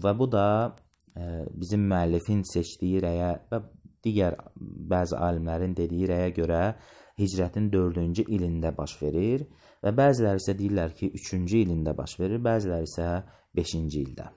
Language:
Azerbaijani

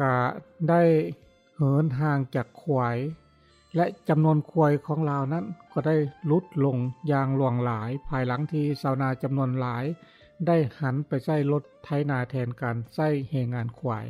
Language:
Lao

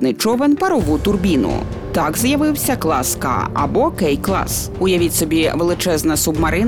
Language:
Ukrainian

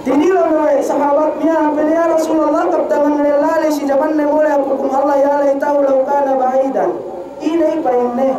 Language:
Yakan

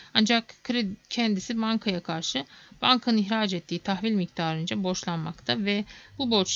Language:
Turkish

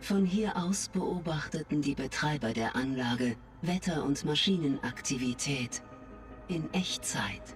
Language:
Bavarian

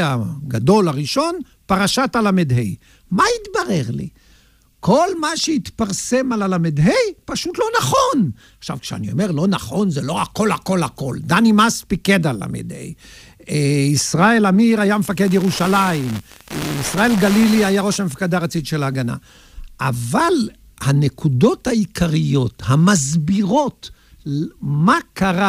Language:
Hebrew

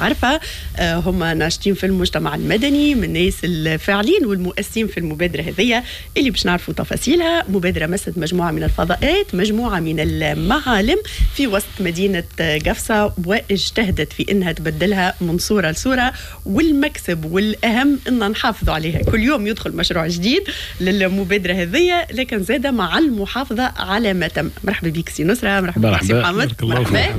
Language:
Tunisian Arabic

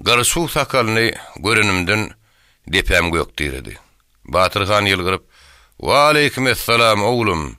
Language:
Turkmen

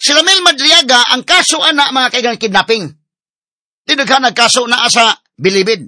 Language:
Cebuano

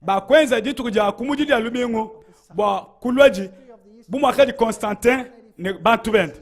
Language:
Luba-Lulua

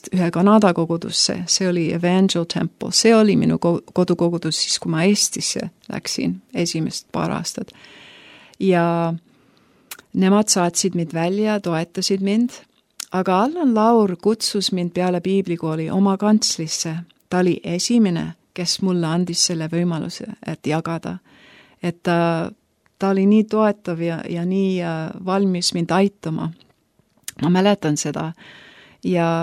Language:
Estonian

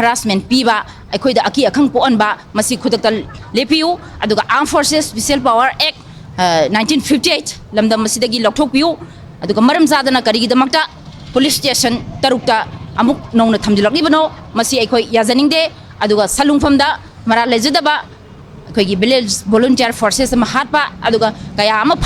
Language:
Manipuri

